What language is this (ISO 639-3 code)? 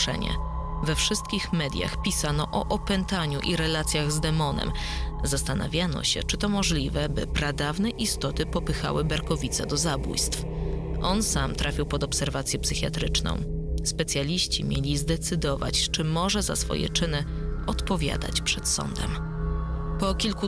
pol